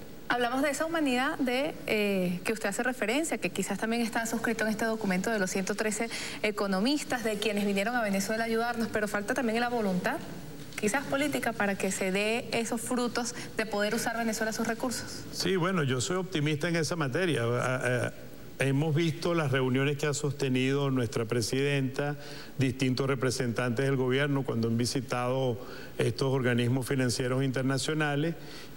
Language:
Spanish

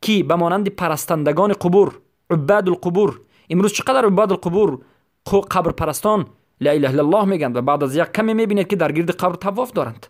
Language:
Persian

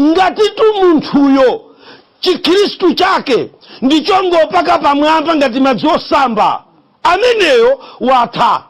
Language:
Nyanja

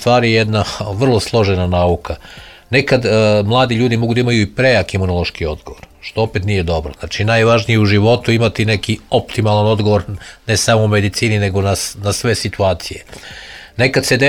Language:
Serbian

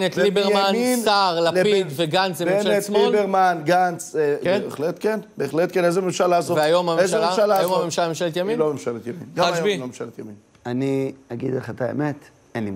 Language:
Hebrew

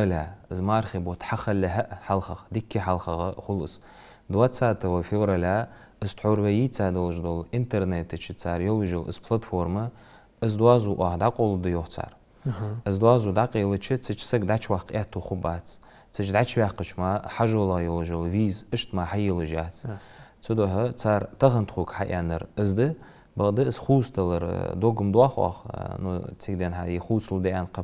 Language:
Ingush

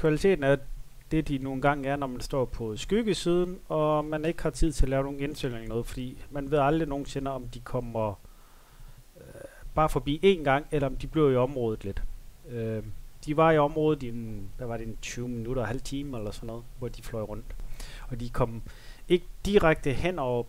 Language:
Danish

